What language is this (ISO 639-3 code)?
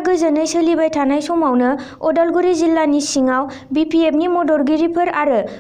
brx